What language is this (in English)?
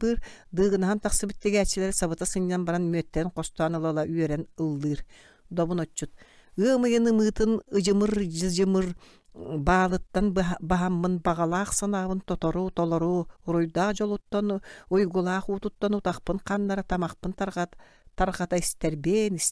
Yakut